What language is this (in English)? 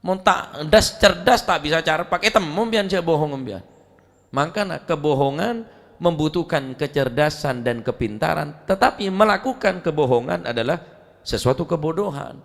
Madurese